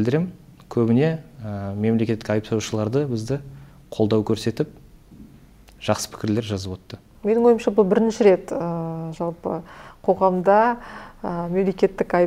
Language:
Kazakh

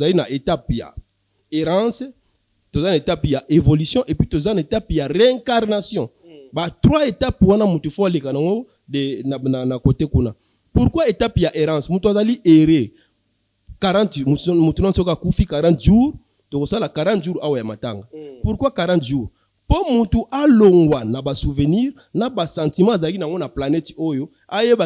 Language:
Lingala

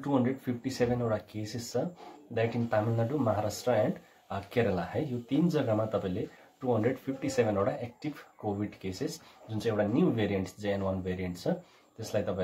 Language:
Nepali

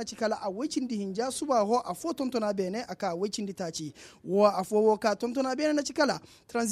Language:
Koyraboro Senni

